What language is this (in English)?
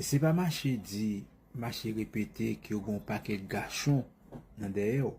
Haitian Creole